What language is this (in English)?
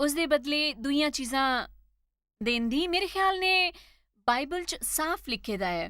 Dogri